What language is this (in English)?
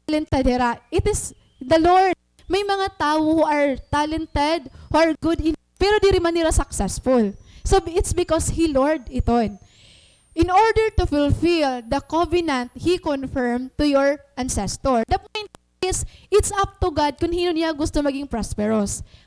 Waray